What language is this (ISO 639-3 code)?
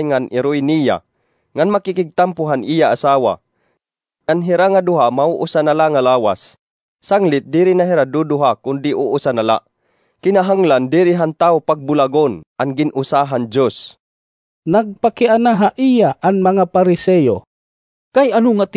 war